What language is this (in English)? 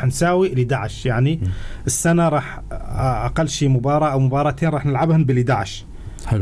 North Levantine Arabic